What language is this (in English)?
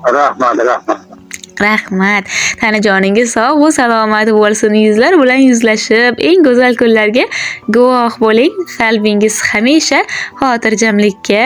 Uzbek